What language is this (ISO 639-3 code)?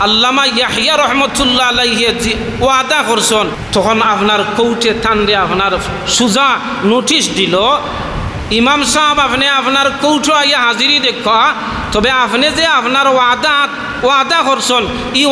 syl